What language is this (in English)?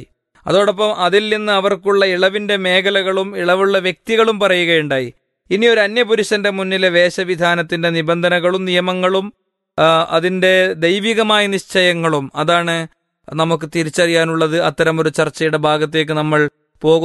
Malayalam